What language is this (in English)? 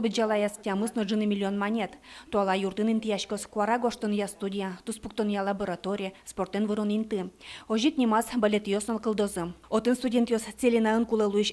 Udmurt